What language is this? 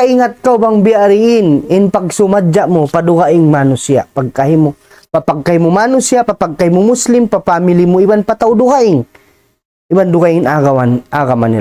Tausug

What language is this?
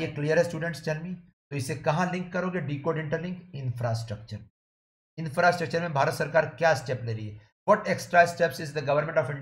Hindi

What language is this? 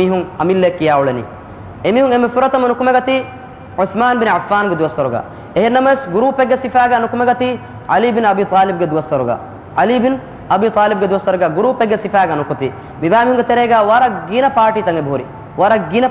Divehi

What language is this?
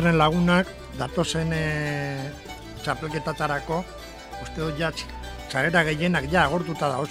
Basque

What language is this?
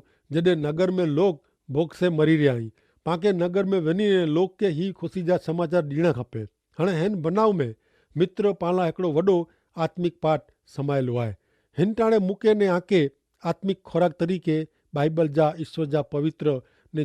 Kachhi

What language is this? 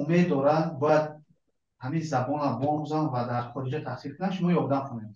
Tajik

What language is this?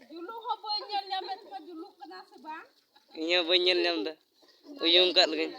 Santali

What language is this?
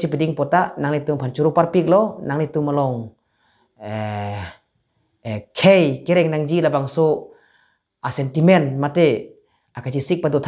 Karbi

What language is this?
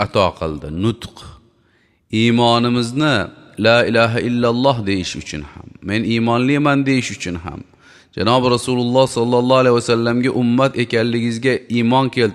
Uzbek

